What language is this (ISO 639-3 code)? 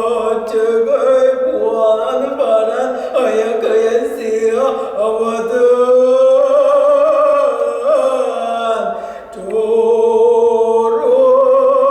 sah